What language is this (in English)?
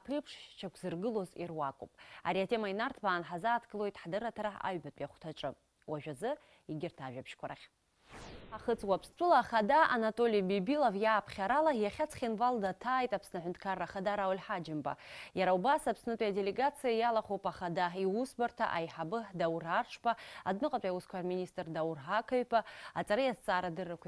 Abkhazian